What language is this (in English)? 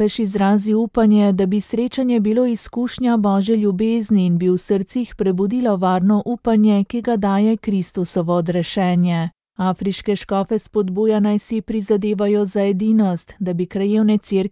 Slovenian